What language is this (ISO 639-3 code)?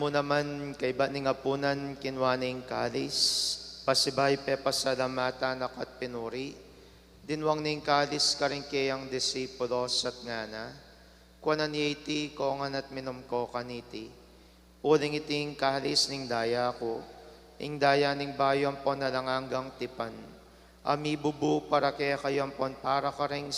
pam